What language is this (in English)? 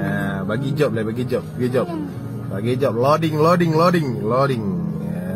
Achinese